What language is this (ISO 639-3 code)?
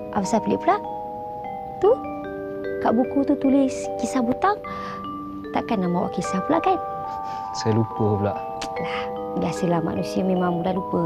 msa